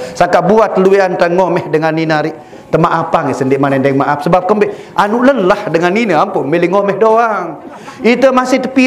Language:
Sasak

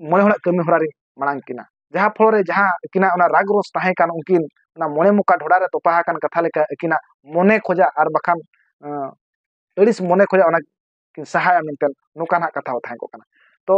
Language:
Santali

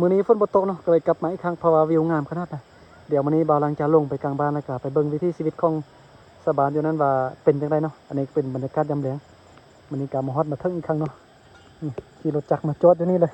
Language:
Lao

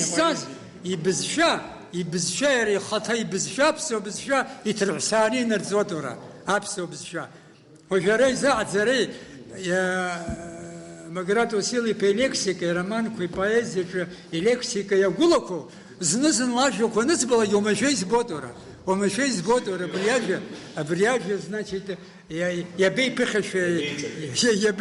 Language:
Abkhazian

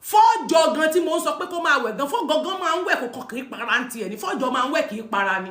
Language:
Yoruba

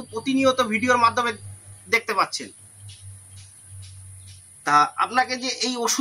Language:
Bangla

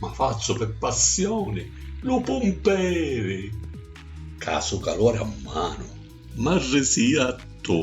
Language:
Sicilian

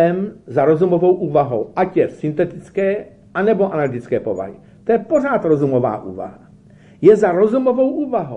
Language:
Czech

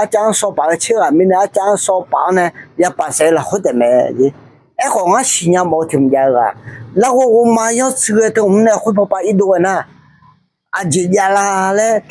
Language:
Akha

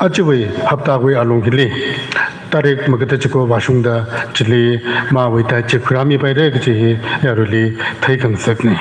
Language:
Tangkhul Naga (India)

